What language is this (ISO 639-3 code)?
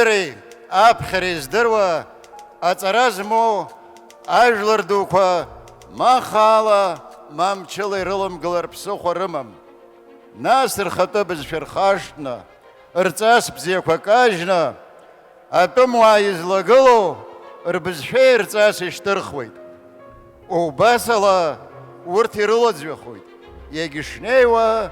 abk